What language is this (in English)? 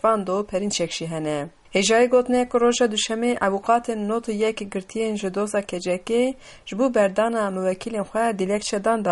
Kurdish